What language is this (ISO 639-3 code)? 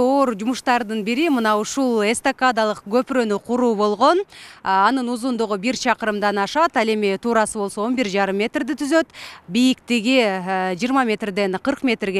kir